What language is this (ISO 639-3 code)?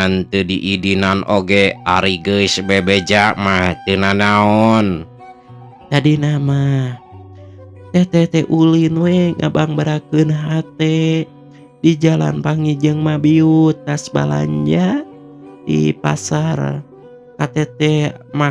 sun